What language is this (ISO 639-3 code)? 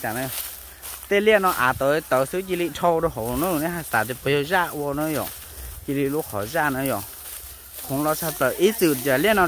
hmn